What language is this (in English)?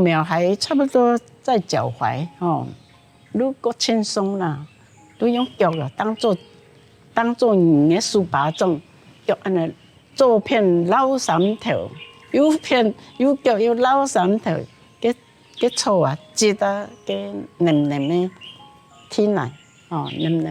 Hakka Chinese